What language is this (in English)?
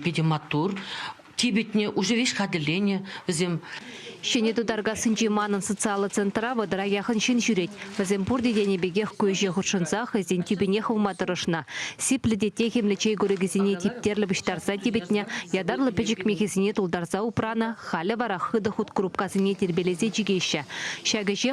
Chuvash